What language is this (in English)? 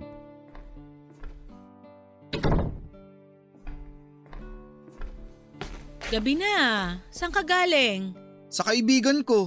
Filipino